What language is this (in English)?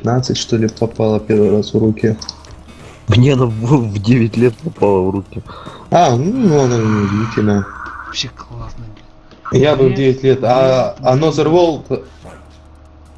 Russian